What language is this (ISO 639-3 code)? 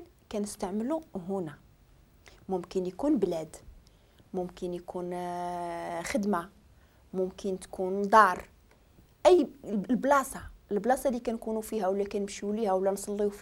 ary